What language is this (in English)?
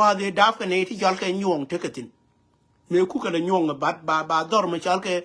Nuer